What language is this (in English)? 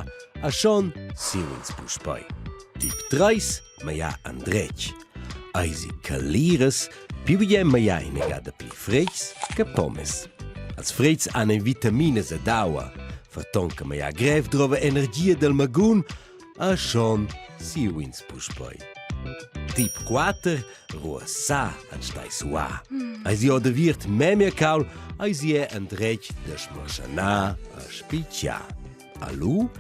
Romansh